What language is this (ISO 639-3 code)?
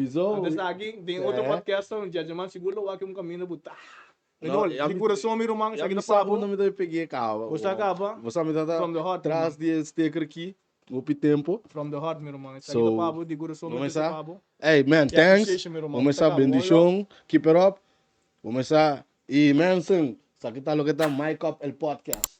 pap